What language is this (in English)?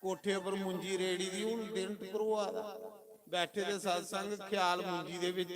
Dogri